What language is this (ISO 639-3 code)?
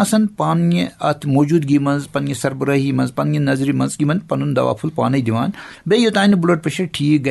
kas